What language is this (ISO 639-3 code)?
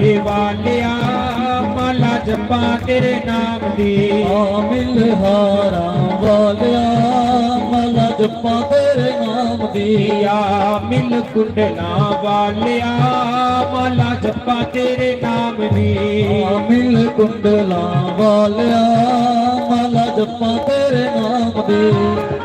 doi